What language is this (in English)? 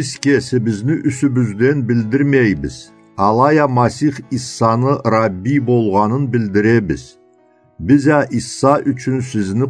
Karachay-Balkar